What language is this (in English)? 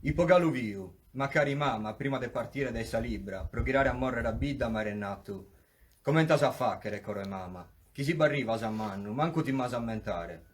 Sardinian